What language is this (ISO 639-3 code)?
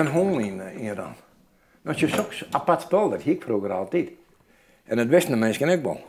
fry